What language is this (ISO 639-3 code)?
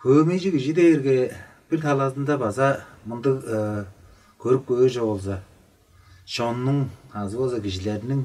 tyv